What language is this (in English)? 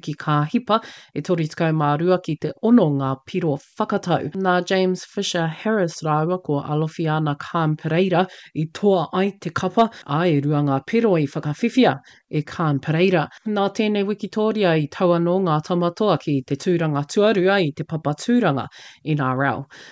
Māori